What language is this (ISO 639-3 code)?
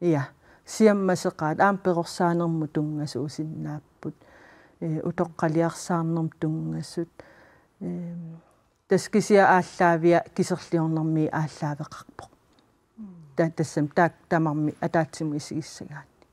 kal